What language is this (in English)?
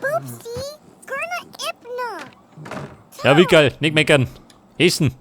Bavarian